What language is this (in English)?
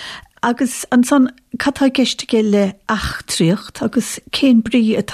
Irish